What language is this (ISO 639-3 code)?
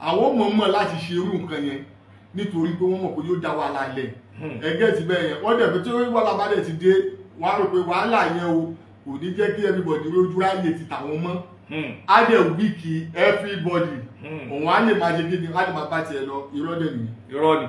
yor